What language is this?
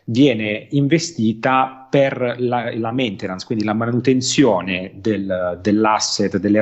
Italian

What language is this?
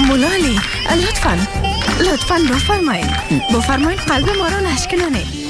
Persian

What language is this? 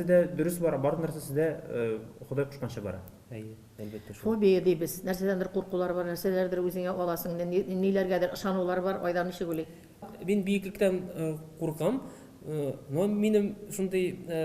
Tatar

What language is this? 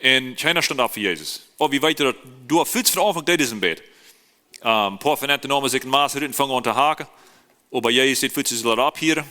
Plautdietsch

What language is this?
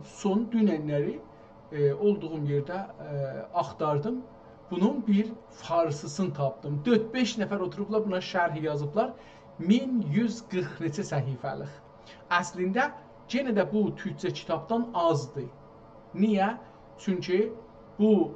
South Azerbaijani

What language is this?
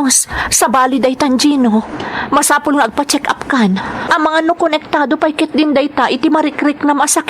Iloko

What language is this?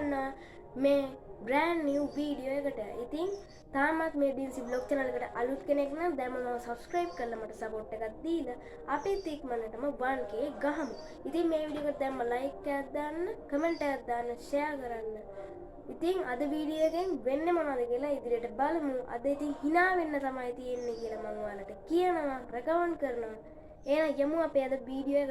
Sinhala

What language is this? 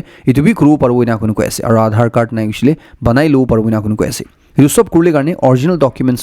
Naga Pidgin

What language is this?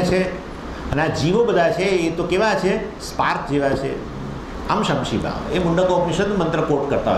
Gujarati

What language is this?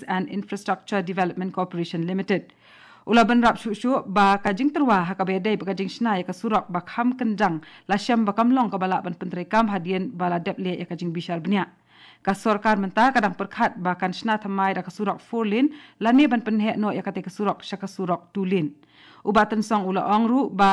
Khasi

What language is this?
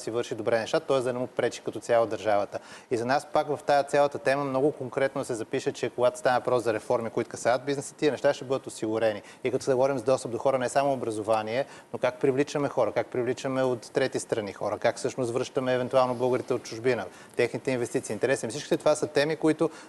Bulgarian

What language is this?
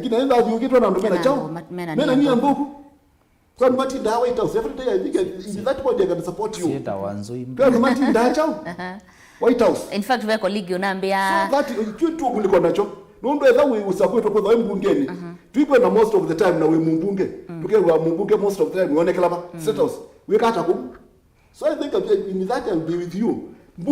Kamba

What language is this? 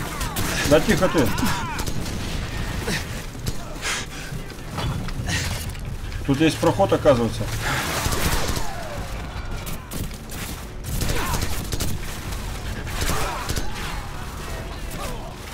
Russian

